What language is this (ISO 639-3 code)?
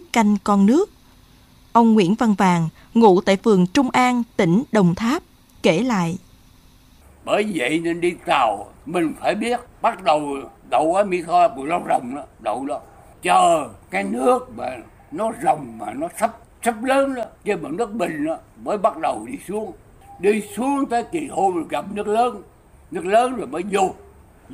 vie